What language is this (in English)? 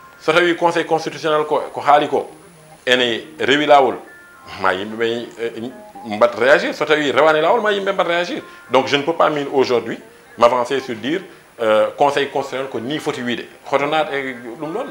Fula